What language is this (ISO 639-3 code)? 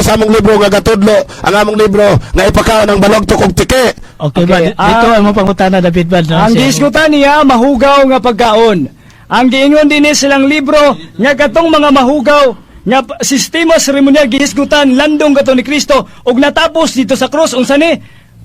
ceb